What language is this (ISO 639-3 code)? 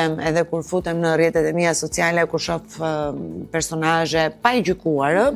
sqi